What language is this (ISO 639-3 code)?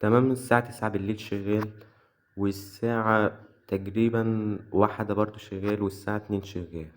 arz